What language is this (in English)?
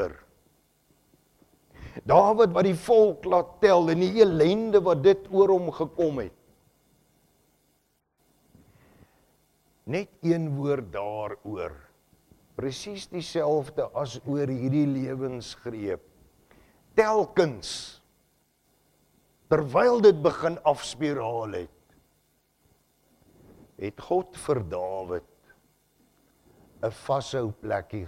Afrikaans